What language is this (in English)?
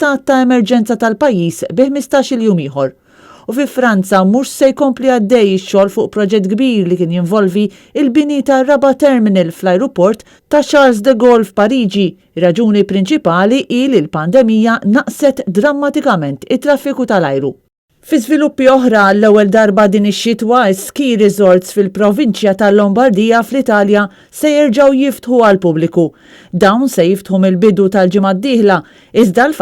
Maltese